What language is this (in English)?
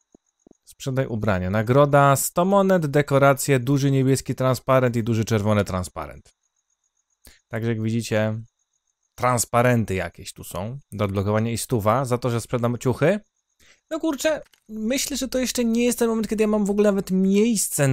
Polish